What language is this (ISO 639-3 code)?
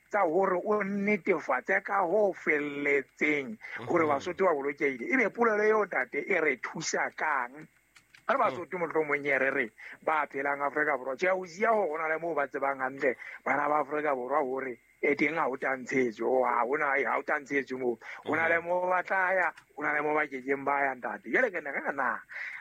sot